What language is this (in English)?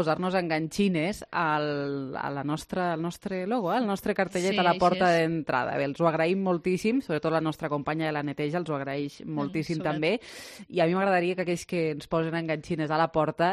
Catalan